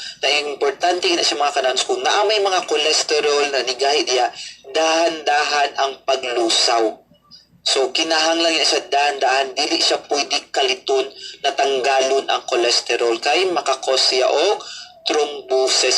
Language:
Cebuano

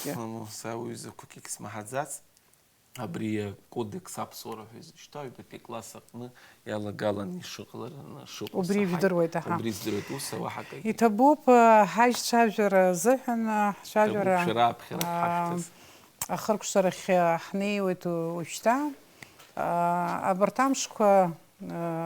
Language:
Abkhazian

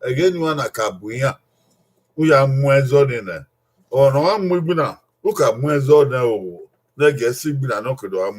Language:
Bini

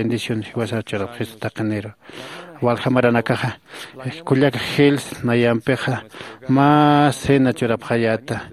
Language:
Aymara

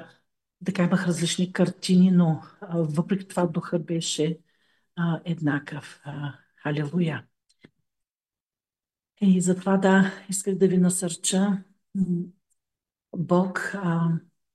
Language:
Bulgarian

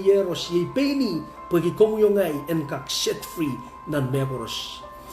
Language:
Pohnpeian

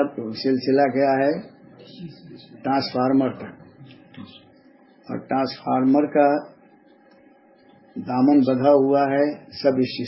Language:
Urdu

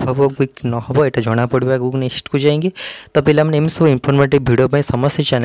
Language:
Odia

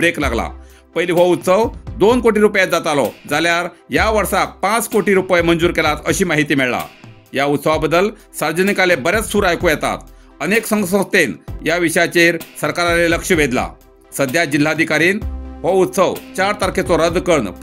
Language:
Konkani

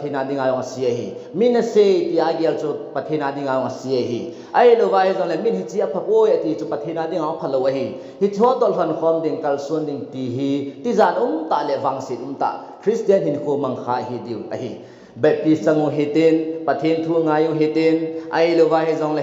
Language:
Thado Chin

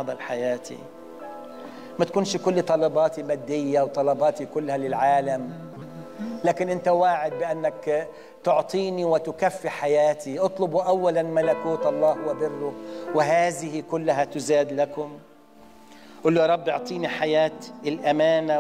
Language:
Egyptian Arabic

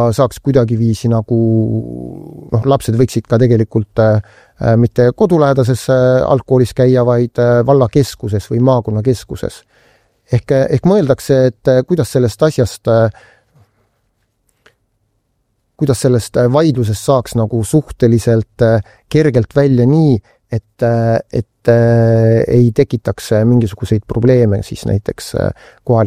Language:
Estonian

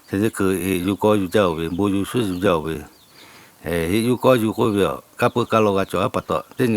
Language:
Lahu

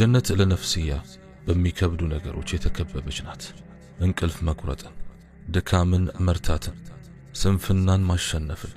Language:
Amharic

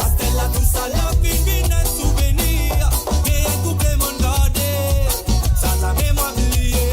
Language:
Morisyen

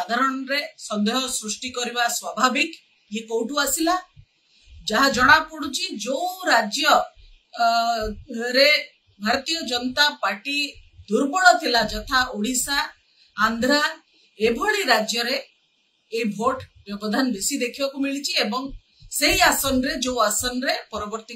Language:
Odia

